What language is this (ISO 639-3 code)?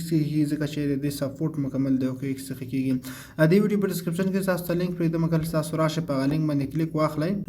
pus